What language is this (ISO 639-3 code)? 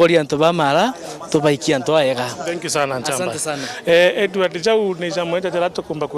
mer